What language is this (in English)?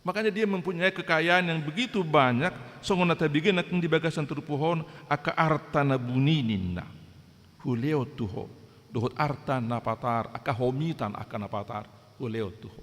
Batak Toba